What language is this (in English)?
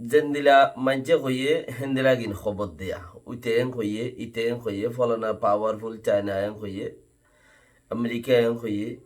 Rohingya